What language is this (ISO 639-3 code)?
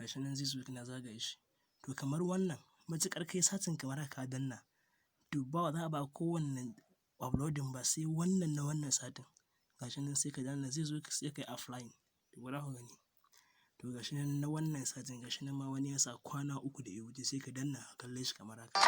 hau